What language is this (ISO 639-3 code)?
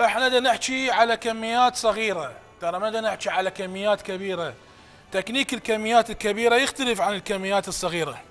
acm